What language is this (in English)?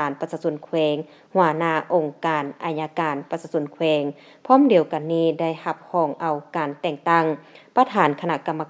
Lao